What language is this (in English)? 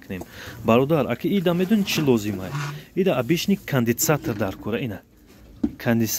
Tajik